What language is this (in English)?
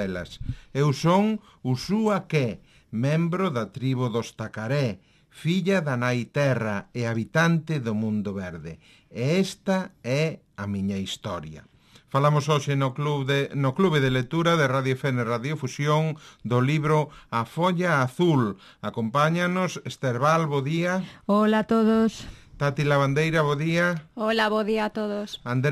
Galician